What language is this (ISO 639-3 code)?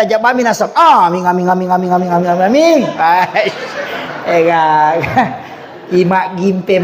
bug